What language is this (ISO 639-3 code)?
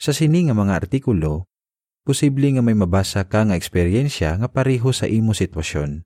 hil